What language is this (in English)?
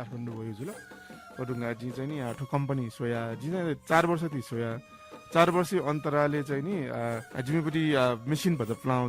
Newari